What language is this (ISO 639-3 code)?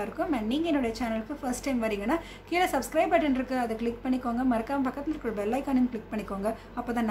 tam